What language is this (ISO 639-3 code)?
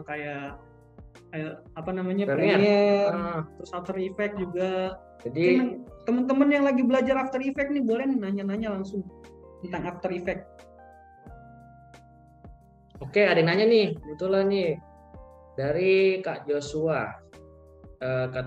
ind